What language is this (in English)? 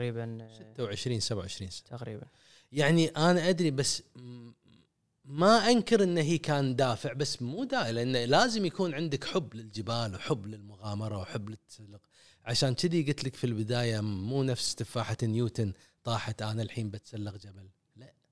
Gulf Arabic